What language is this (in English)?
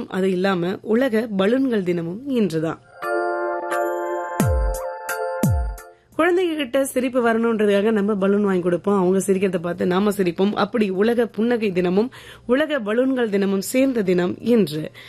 Tamil